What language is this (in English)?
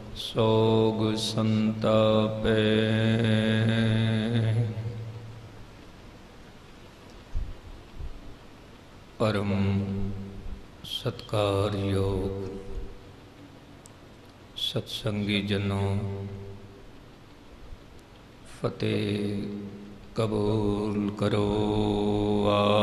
Punjabi